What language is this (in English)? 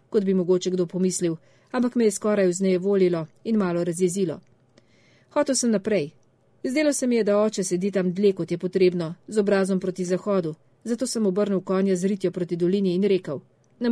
Slovenian